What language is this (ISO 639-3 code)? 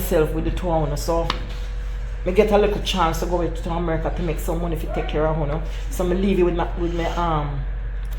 jam